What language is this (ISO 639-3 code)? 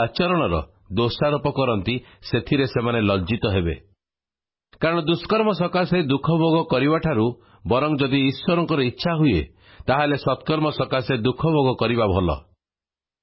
ori